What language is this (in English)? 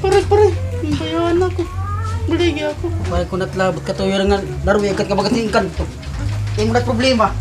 Waray